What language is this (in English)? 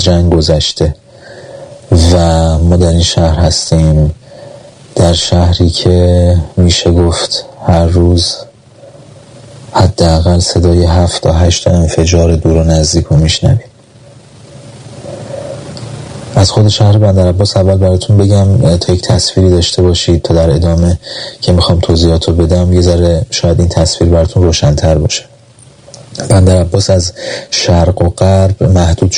Persian